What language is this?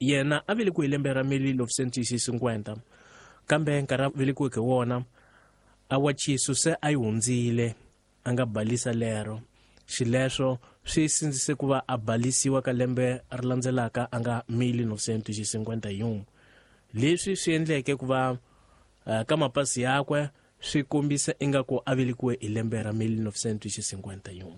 Tsonga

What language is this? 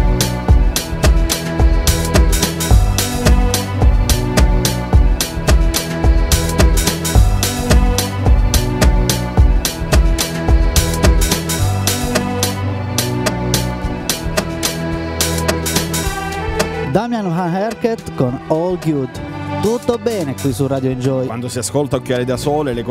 Italian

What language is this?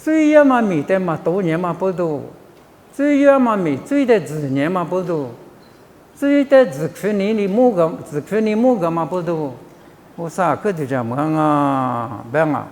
Lisu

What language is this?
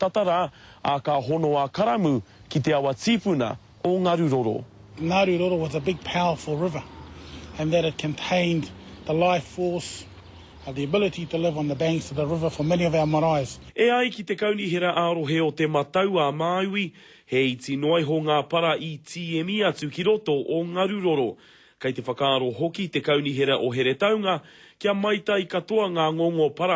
Māori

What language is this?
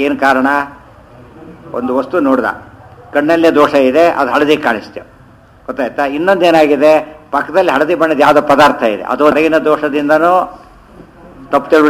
Kannada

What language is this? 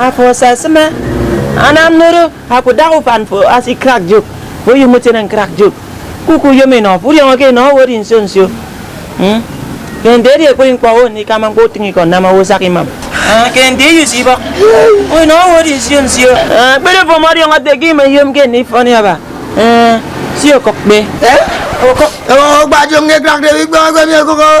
Efik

